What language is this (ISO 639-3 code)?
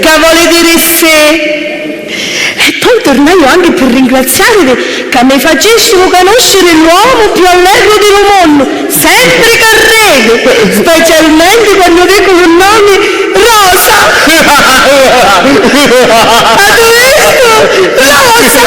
scn